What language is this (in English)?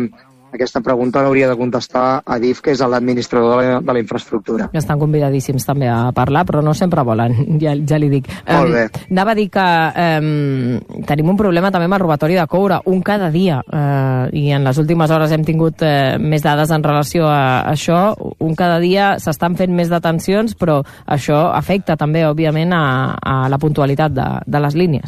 Catalan